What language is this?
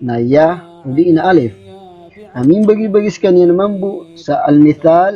Maranao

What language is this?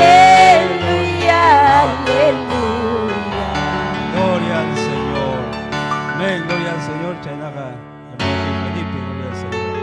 Ayacucho Quechua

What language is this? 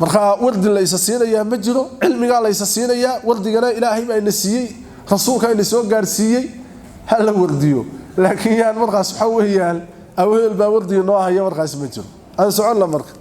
Somali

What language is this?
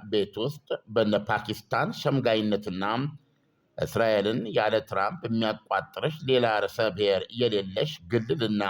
Amharic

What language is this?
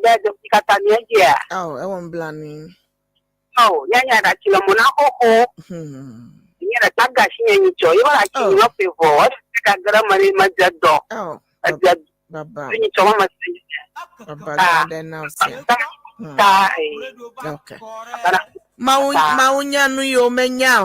Ewe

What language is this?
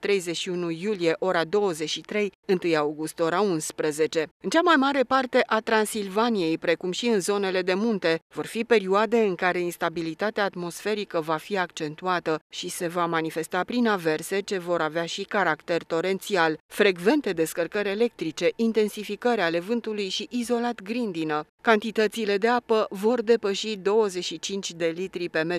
Romanian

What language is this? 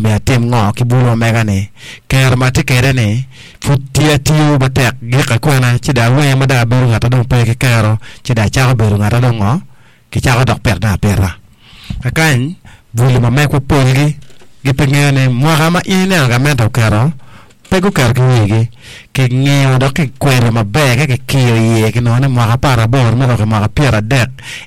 Acoli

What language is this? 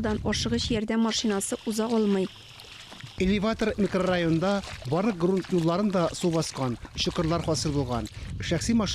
Tatar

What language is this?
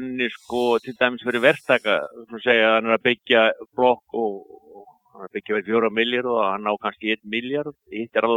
Icelandic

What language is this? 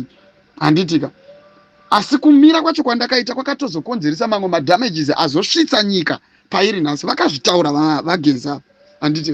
Shona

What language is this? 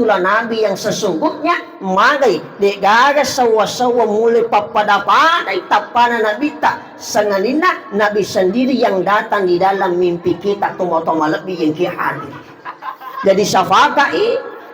Buginese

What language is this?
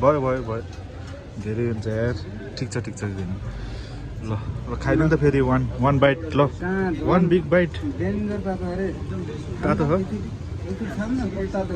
Nepali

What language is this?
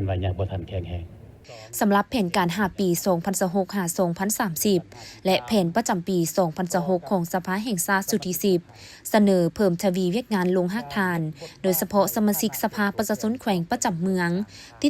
Lao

